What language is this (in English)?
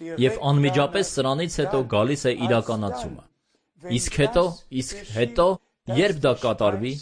Armenian